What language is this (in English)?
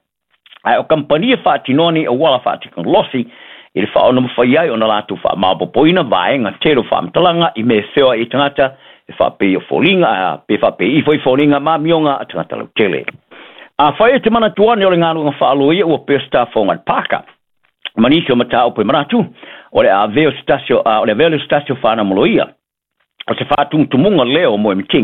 Samoan